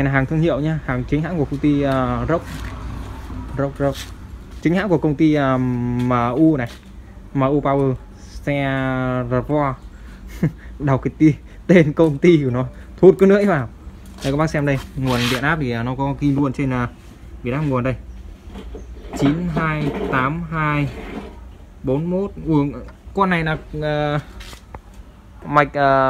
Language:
Vietnamese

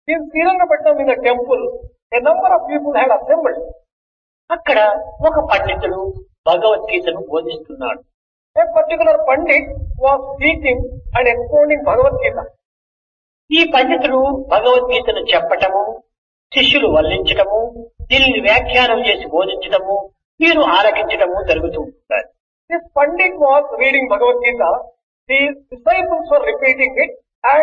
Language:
Telugu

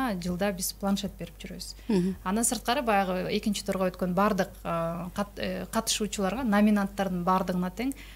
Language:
Kyrgyz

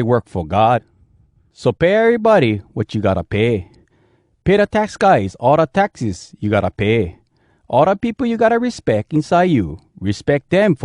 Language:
Hawai'i Creole English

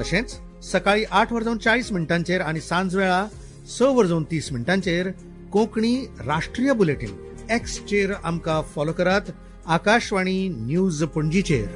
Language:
Konkani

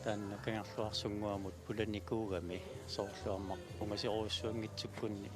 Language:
Kalaallisut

